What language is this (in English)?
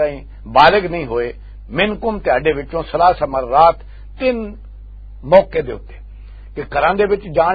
Western Panjabi